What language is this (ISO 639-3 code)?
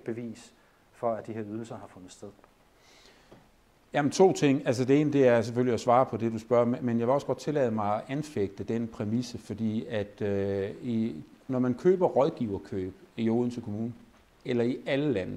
dan